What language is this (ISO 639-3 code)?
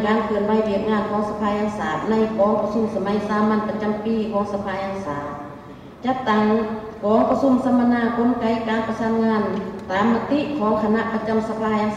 lao